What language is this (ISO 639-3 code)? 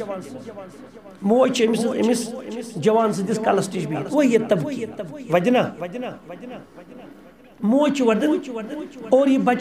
kas